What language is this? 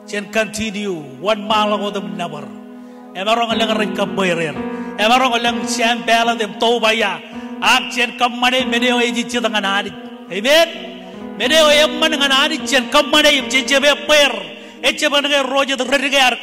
Marshallese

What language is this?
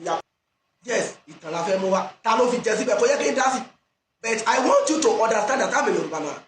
Yoruba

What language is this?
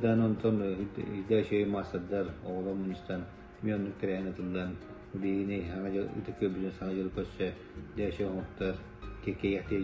Yakut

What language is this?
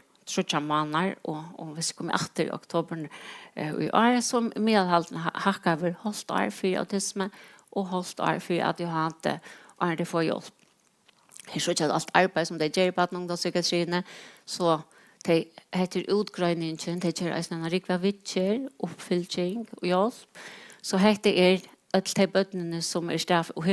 Faroese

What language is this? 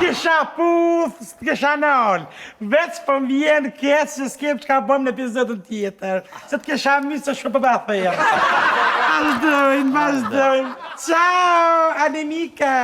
Albanian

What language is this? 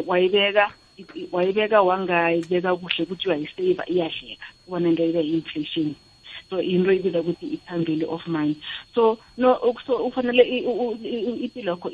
South Ndebele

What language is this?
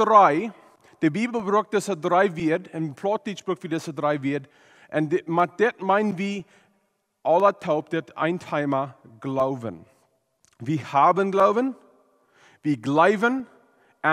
Plautdietsch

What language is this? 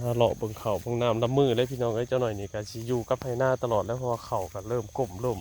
Northeastern Thai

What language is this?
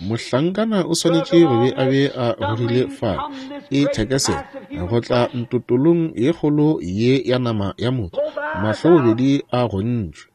Northern Sotho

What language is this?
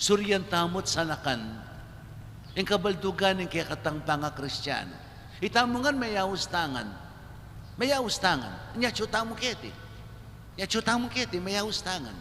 Pampanga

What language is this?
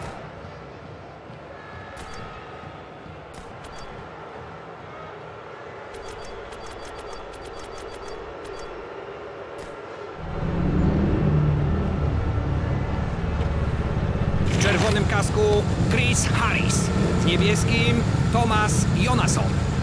Polish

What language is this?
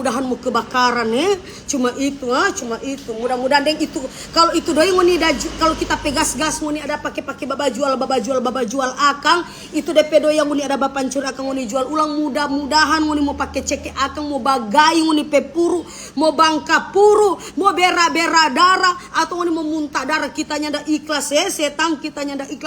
Manado Malay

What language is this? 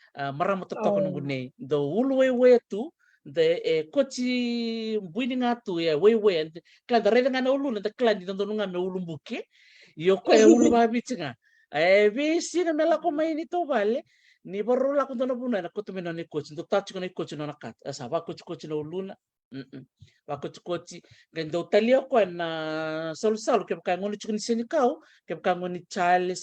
Fijian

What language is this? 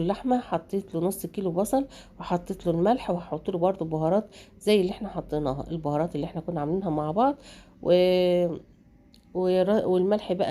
Egyptian Arabic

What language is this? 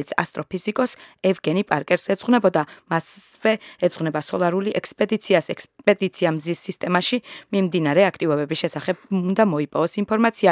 Georgian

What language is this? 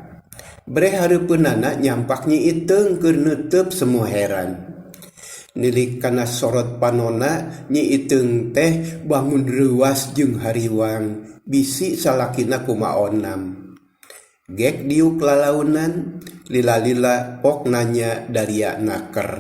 Sundanese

